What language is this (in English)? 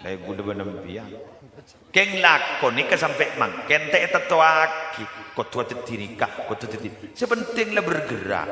Madurese